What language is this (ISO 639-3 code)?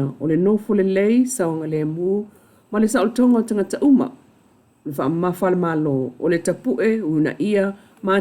smo